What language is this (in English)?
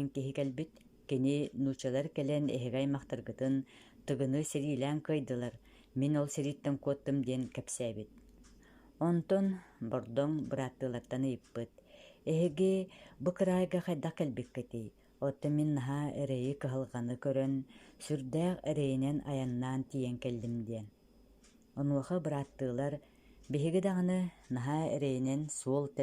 Yakut